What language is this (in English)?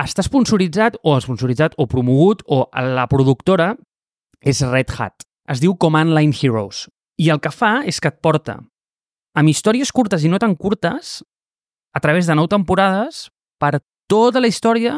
Catalan